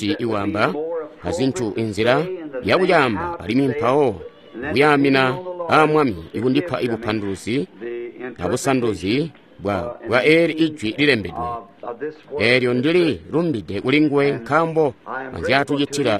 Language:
Tonga (Zambia)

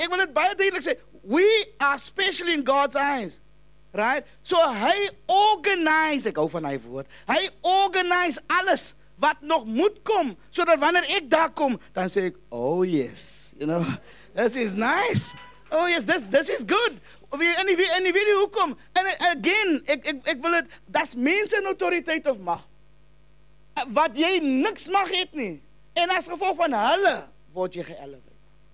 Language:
Afrikaans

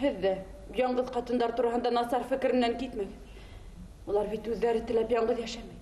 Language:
Bashkir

